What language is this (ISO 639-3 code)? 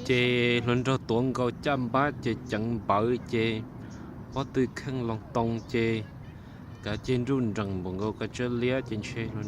hmn